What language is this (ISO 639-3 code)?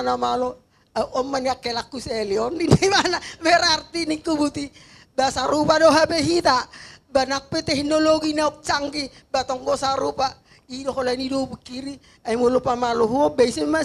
bbc